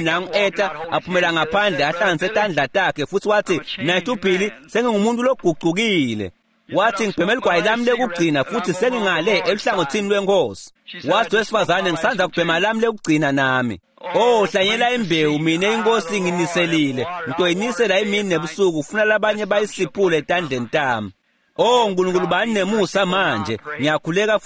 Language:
Swati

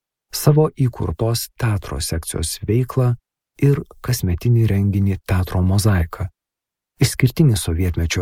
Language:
Lithuanian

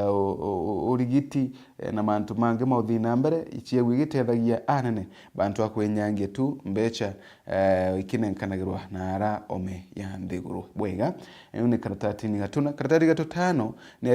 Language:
Meru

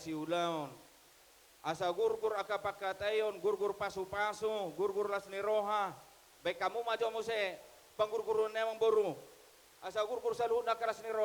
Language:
Batak Toba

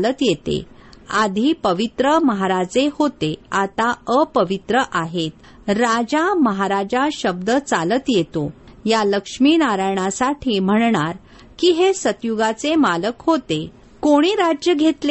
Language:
Marathi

